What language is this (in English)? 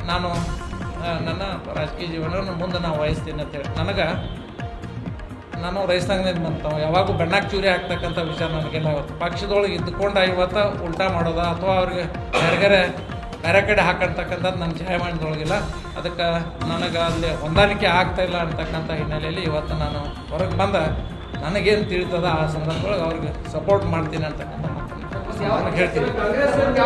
Kannada